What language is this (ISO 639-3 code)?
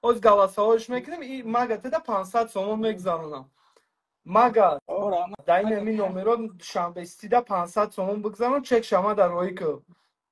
tgk